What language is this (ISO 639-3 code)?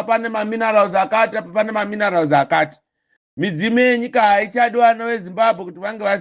sna